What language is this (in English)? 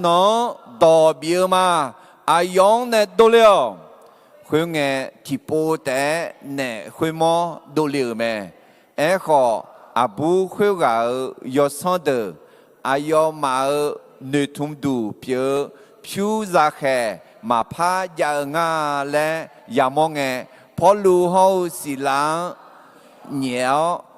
Akha